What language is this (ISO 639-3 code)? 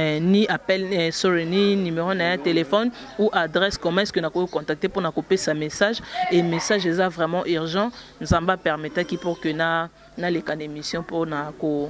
lin